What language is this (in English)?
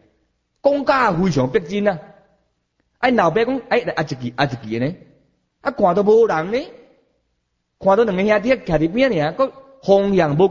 Min Nan Chinese